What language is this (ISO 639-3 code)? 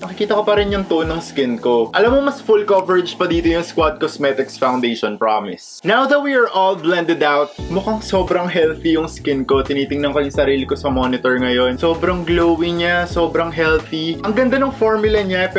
fil